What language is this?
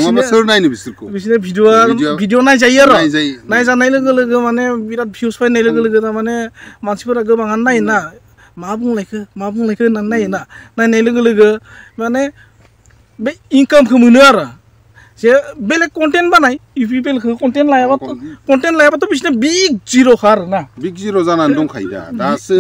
Bodo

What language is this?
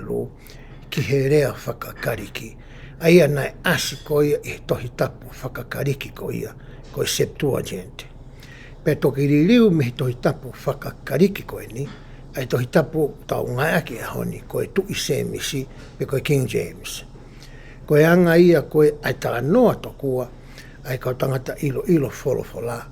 Tongan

